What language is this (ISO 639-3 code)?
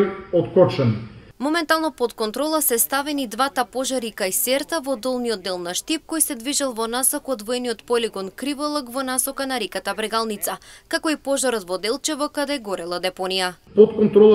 mkd